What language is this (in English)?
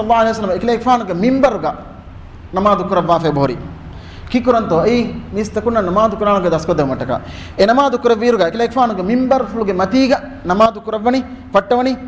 Divehi